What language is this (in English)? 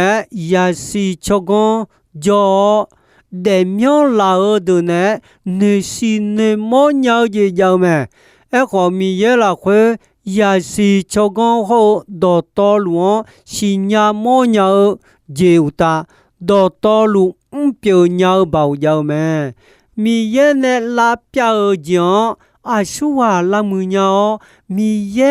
Akha